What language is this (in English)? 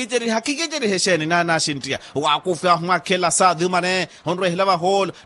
Makhuwa